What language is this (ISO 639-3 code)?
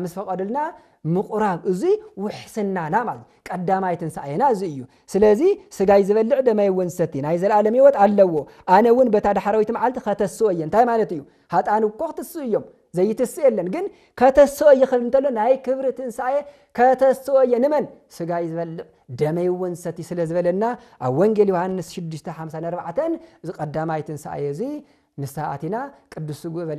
tir